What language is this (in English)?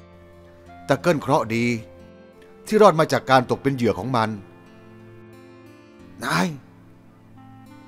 Thai